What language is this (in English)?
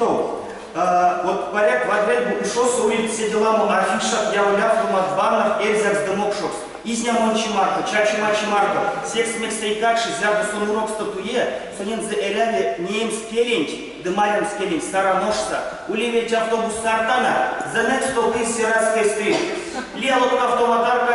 Erzya